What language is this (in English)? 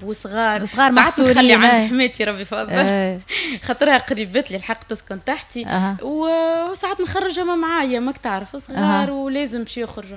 Tunisian Arabic